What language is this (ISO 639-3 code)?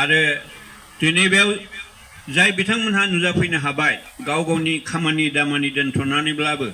brx